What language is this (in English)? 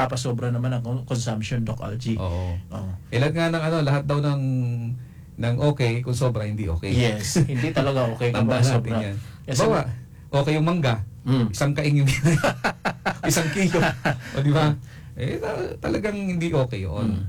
Filipino